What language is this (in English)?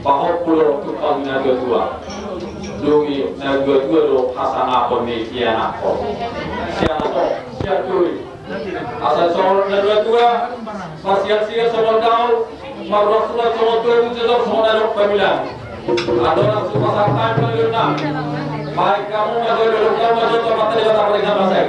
Batak Toba